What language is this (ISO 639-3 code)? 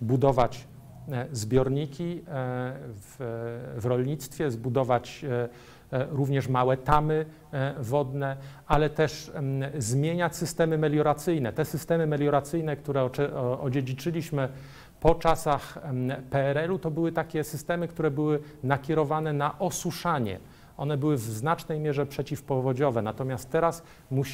pol